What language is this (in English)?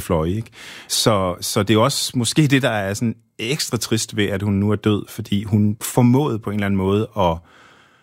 Danish